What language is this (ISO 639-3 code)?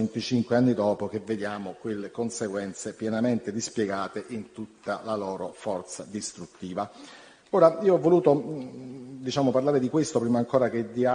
ita